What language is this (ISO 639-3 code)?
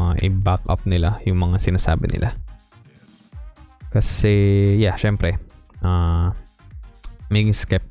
fil